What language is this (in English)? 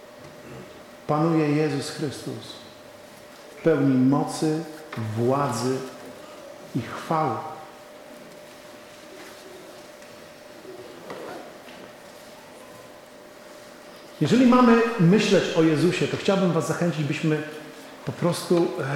Polish